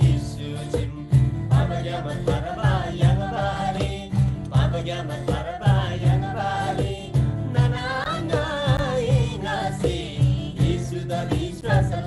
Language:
Eastern Tamang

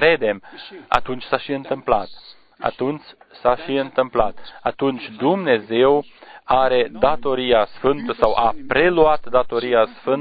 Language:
Romanian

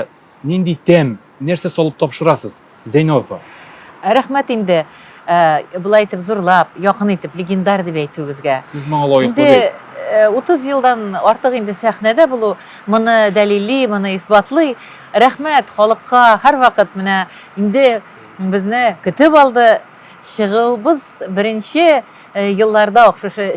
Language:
Tatar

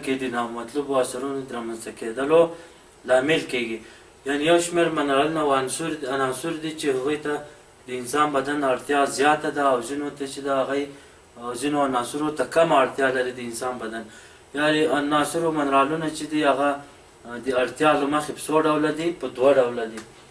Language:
Pashto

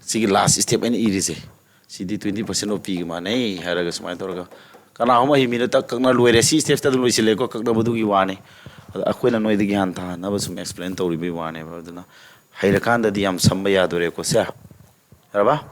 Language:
Manipuri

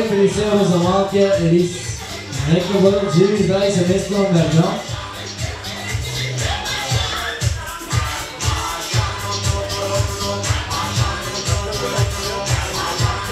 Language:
Bulgarian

